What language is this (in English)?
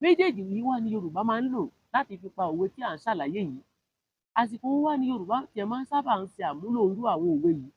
Yoruba